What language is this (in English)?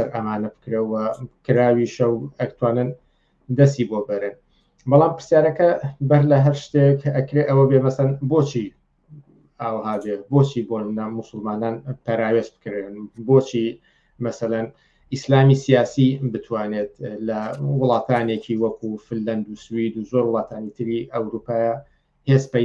Central Kurdish